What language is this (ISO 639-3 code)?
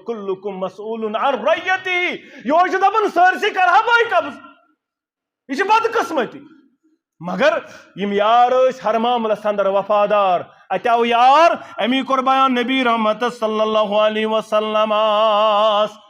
kas